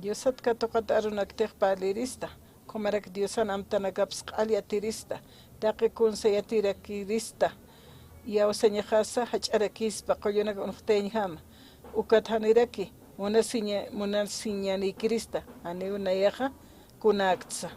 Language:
Aymara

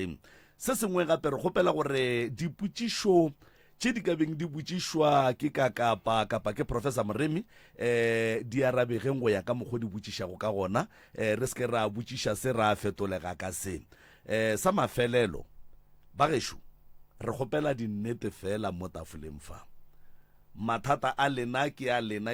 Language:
Northern Sotho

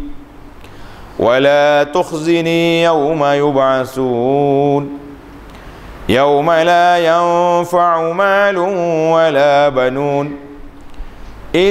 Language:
Malay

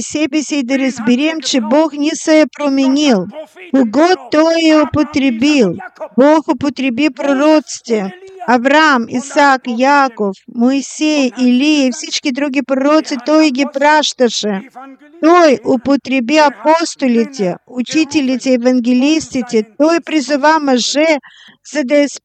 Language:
Bulgarian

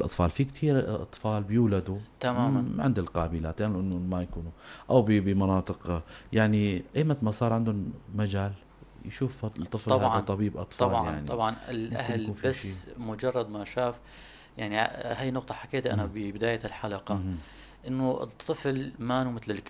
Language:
North Levantine Arabic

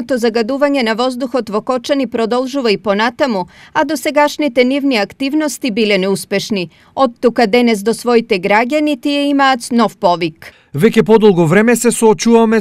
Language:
Macedonian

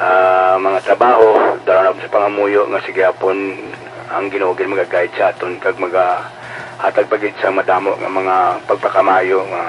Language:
Hiligaynon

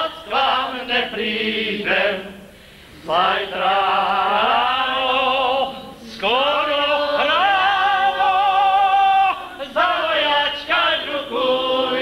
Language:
Slovak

